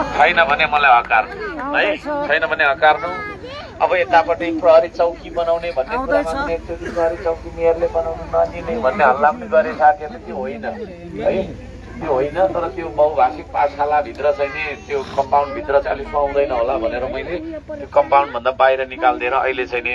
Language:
Nepali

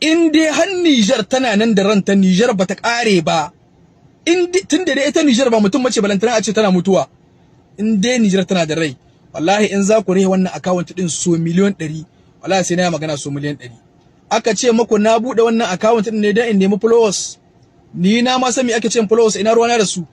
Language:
Hausa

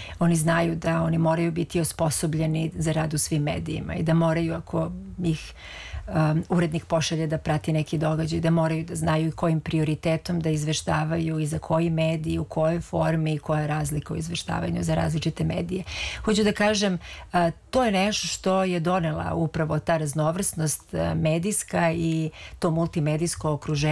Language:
Serbian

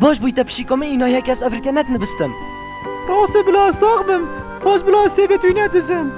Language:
Kurdish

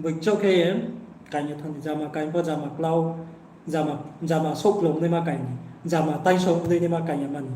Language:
Riang (India)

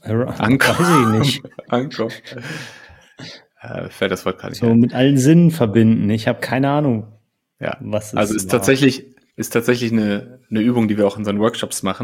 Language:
German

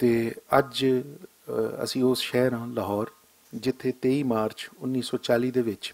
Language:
Western Panjabi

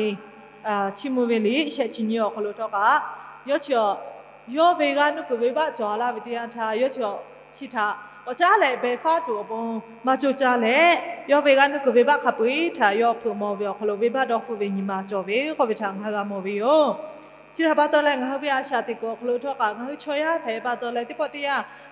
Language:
Lahu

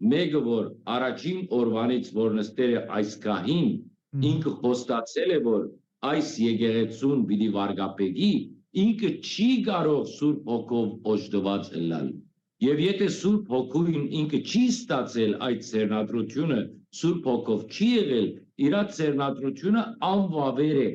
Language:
Western Armenian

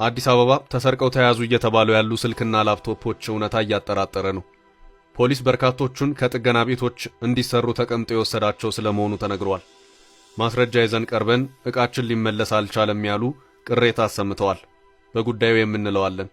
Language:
Amharic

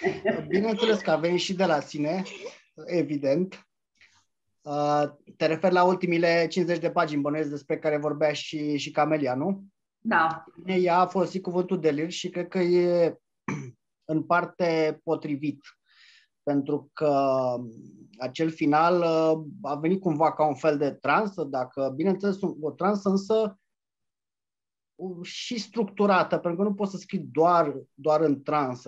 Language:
Romanian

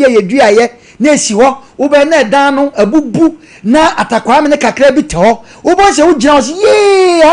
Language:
Akan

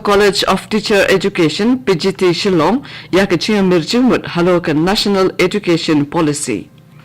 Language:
Khasi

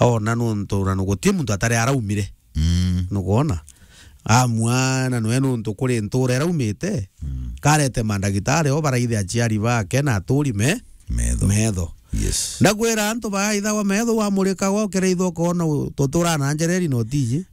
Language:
Meru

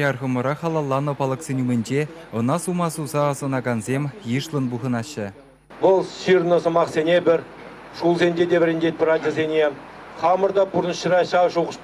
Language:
Chuvash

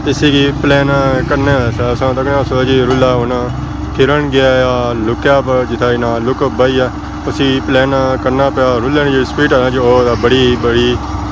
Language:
Pahari-Potwari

